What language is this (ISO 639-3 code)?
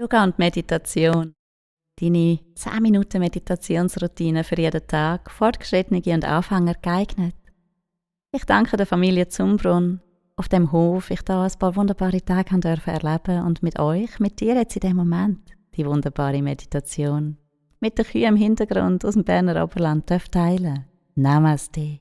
gsw